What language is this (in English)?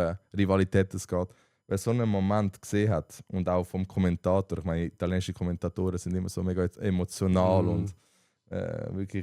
Swiss German